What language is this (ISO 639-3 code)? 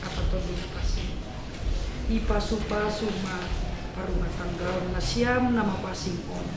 bts